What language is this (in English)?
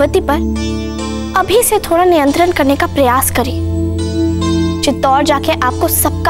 Hindi